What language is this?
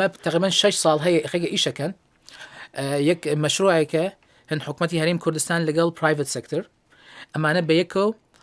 Central Kurdish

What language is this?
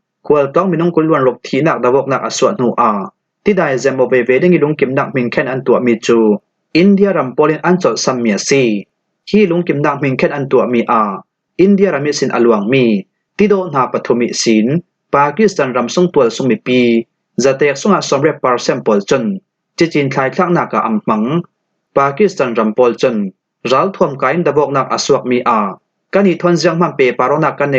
Falam Chin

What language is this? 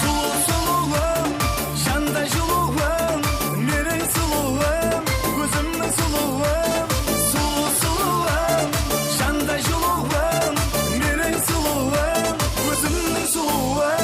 Kara-Kalpak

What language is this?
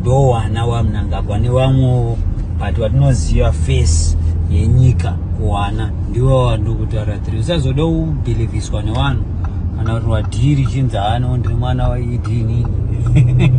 Shona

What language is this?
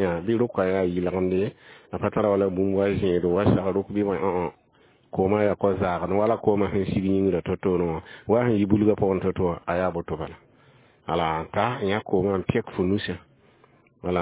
Mossi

